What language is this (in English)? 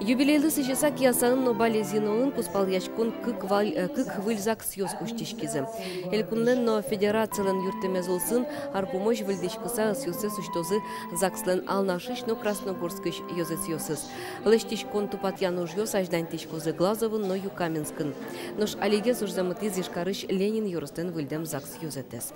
Udmurt